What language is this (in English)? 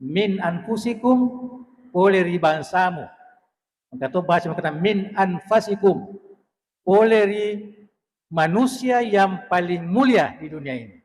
Buginese